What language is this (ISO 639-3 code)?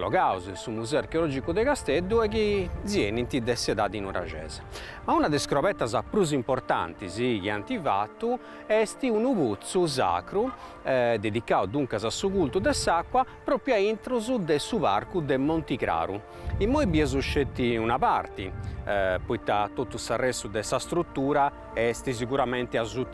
srd